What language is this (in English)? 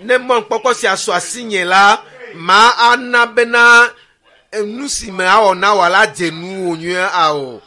Ewe